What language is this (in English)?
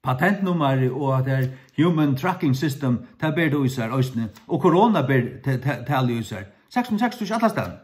Faroese